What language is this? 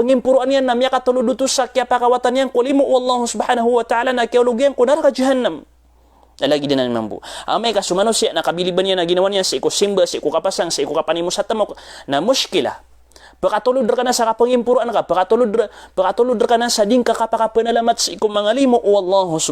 Maranao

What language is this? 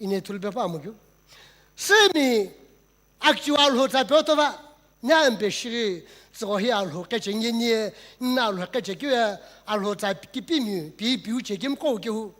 Sumi Naga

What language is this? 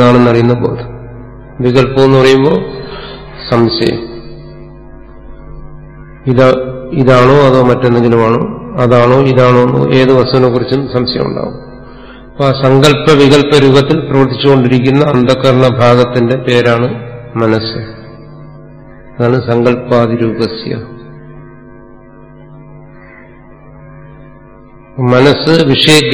Malayalam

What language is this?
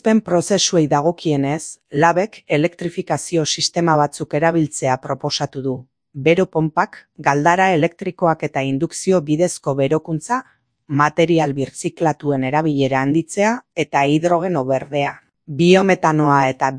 Basque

